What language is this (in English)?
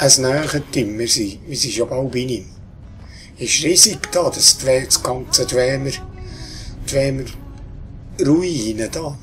Swiss German